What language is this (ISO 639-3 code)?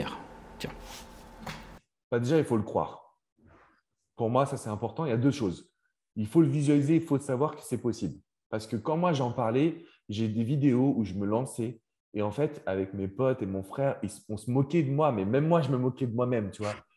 fra